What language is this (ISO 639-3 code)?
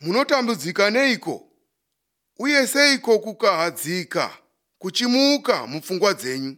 sna